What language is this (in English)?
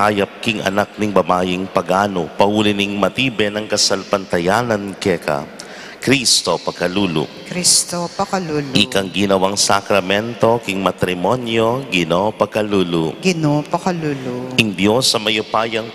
Pampanga